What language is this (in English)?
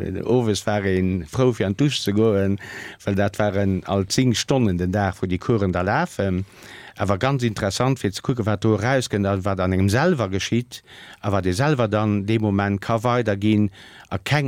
Luxembourgish